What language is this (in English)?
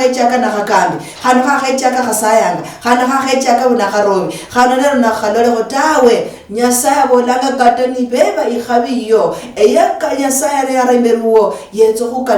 Luyia